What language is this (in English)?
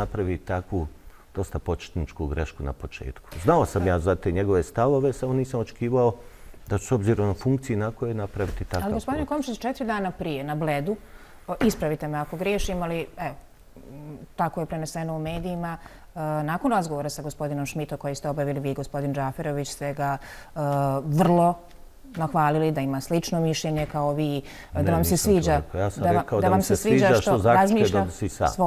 Bosnian